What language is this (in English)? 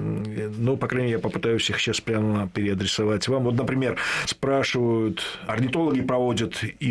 Russian